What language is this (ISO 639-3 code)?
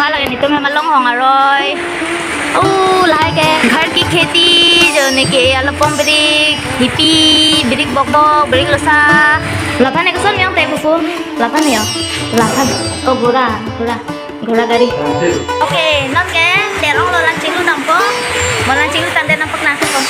mjw